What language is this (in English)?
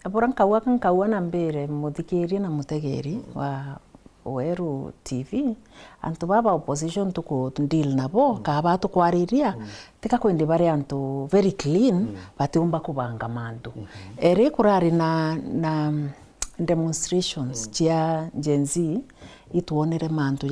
Meru